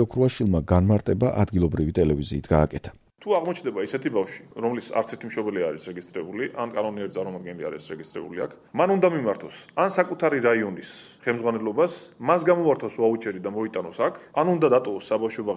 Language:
Georgian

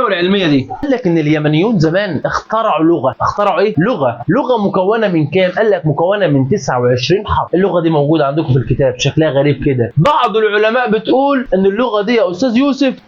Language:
Egyptian Arabic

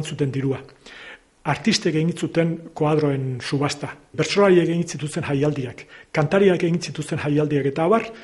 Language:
Basque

